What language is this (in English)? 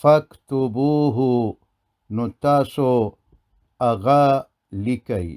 Pashto